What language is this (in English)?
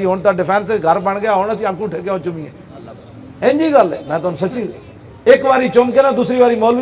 Western Panjabi